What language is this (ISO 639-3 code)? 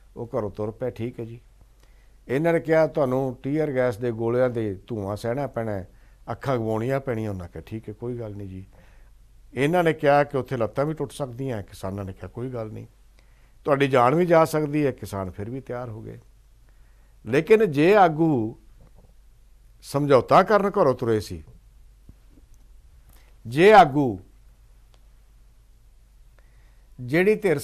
pan